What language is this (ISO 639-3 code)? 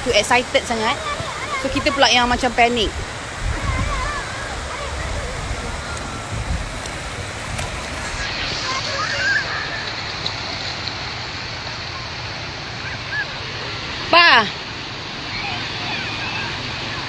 msa